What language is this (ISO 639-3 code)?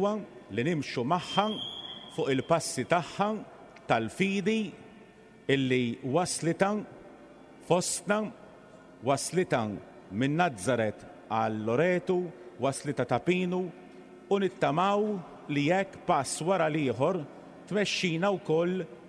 mlt